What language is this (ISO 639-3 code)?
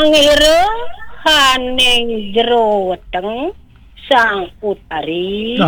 ban